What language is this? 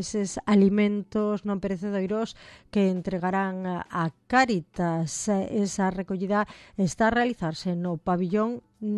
Galician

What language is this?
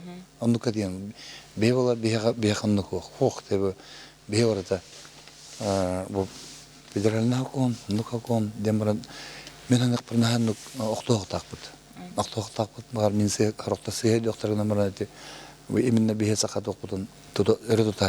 Yakut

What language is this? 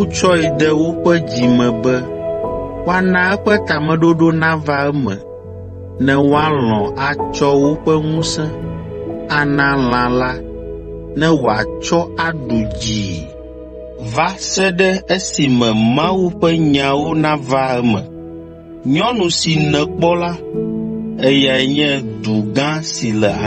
Ewe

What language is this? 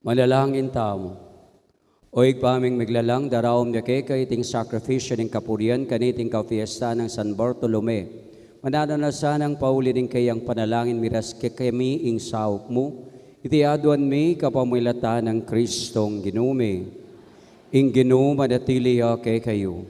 Pampanga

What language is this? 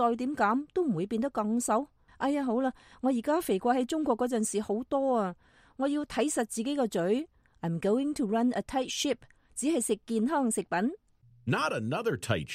Cantonese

